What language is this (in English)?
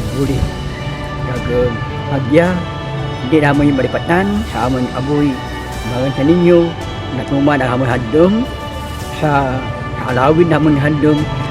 Kinaray-a